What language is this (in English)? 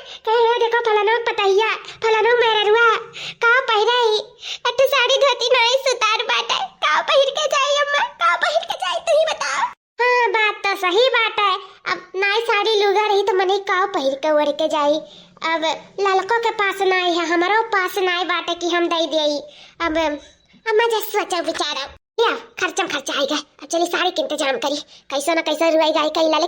Awadhi